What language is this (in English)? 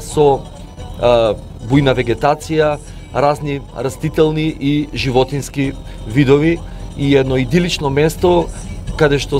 Macedonian